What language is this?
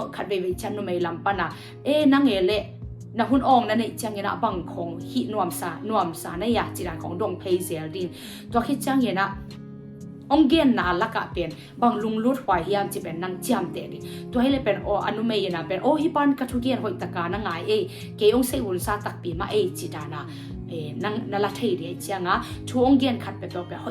Tedim Chin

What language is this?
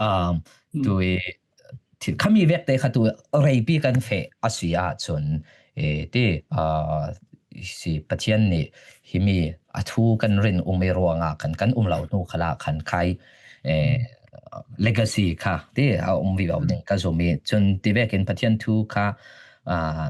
Falam Chin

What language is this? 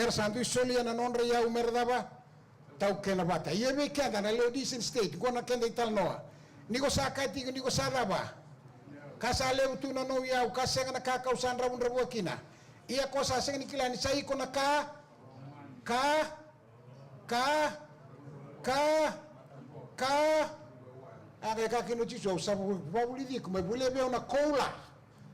Fijian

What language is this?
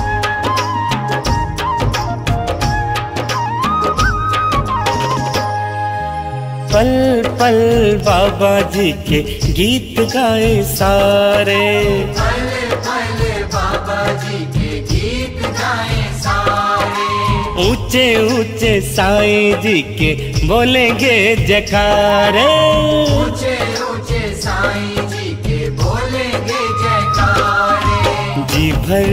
Hindi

